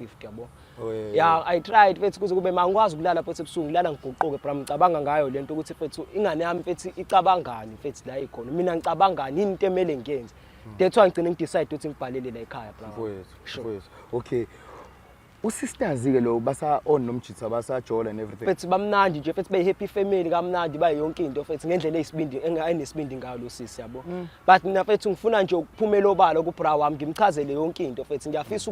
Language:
Zulu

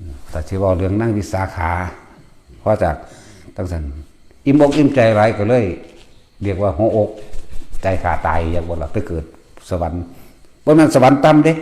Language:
Lao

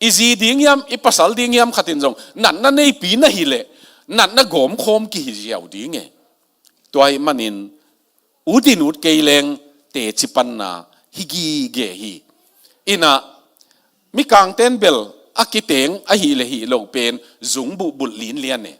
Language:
Tedim Chin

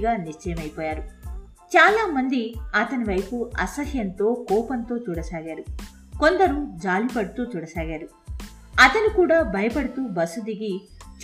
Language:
Telugu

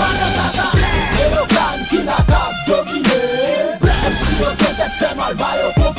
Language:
Haitian Creole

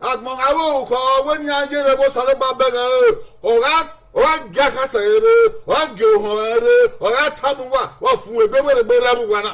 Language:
Bini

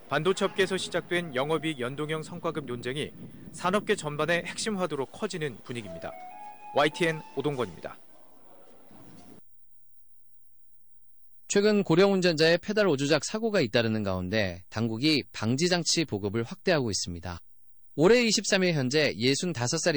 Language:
Korean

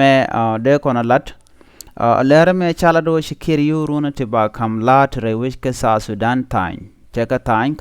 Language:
Nuer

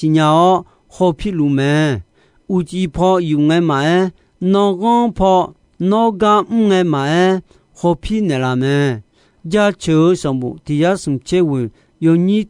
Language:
Akha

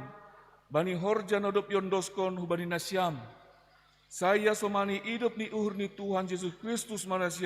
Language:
Batak Simalungun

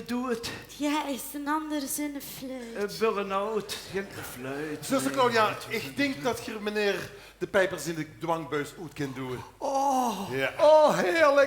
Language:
Limburgish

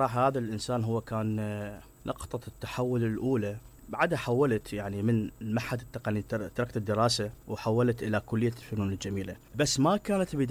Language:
Mesopotamian Arabic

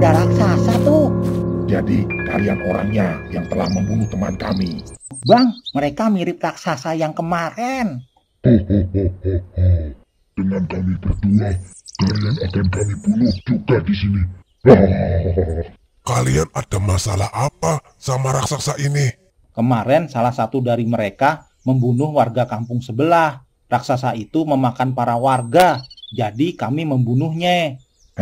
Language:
Betawi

